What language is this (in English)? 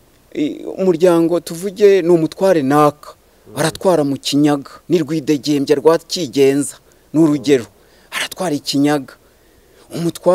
Kinyarwanda